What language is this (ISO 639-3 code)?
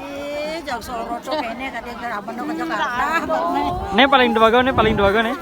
ban